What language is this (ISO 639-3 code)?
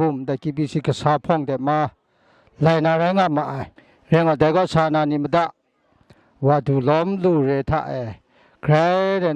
kac